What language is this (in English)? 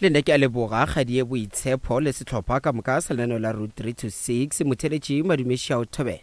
Northern Sotho